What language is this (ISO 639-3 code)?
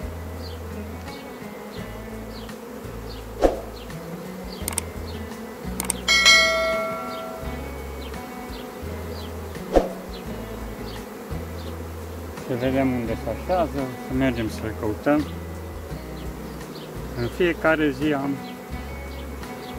ron